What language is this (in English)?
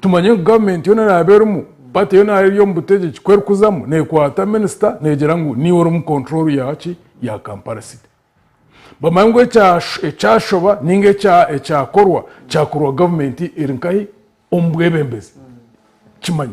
Nyankole